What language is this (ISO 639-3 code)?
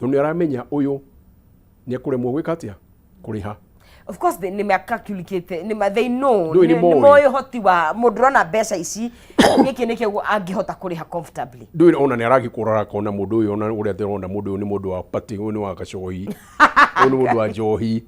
kik